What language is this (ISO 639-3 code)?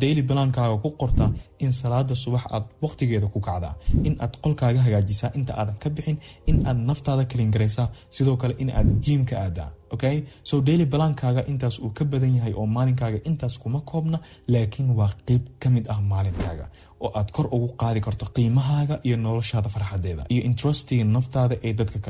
som